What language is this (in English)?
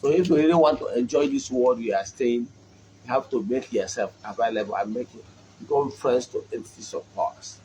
Igbo